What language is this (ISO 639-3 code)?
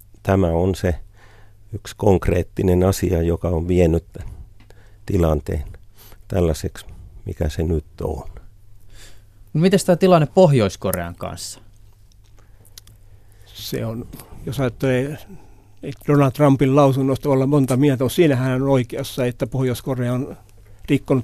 fin